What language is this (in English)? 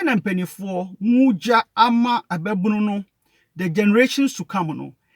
Akan